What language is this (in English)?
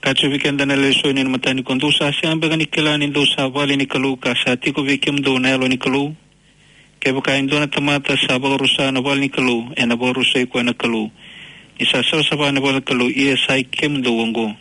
Fijian